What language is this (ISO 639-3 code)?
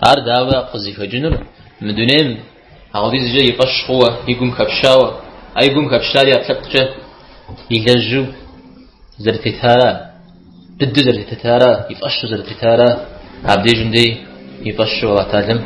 kbd